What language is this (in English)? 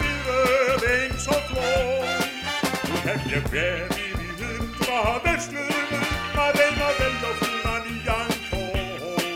Icelandic